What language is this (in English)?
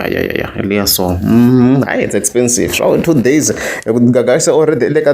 Tsonga